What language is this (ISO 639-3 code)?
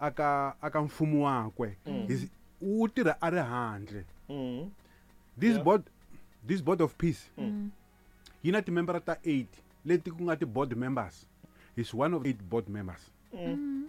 tso